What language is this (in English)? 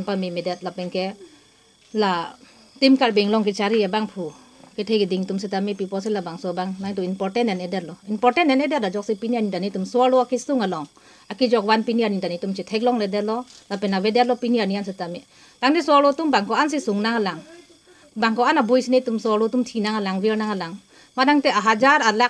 Karbi